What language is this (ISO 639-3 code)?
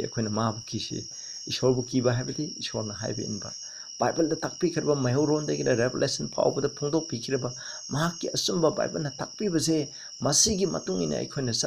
mni